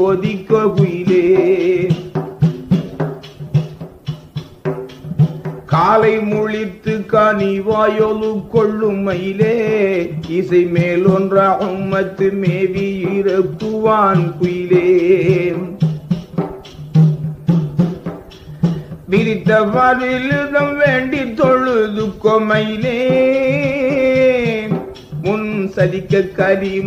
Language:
Tamil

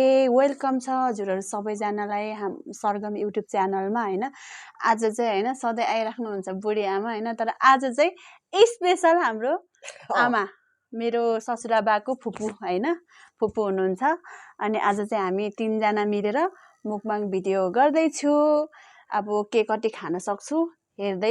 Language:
Nepali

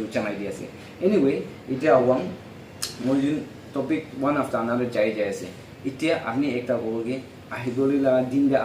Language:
Naga Pidgin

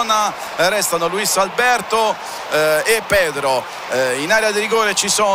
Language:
Italian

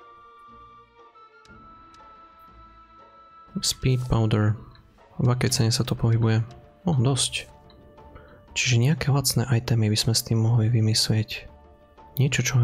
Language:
Slovak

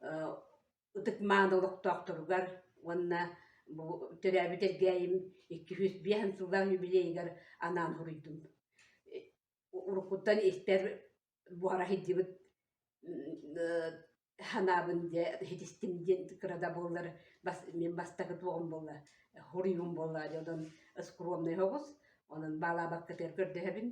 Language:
Yakut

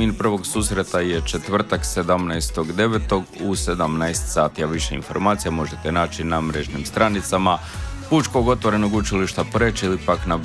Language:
Croatian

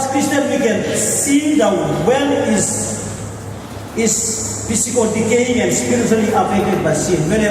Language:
Tok Pisin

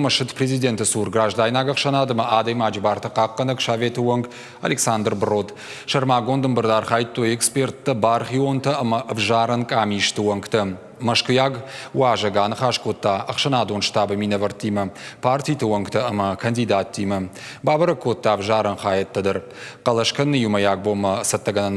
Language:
Ossetic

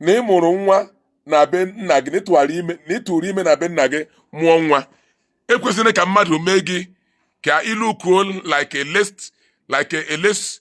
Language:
Igbo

